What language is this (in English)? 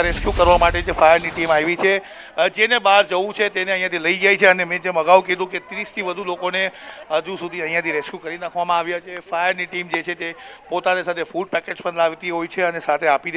Gujarati